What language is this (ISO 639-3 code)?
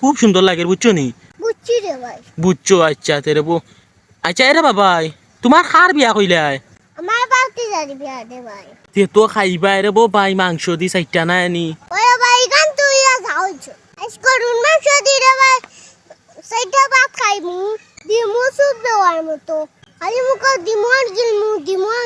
syl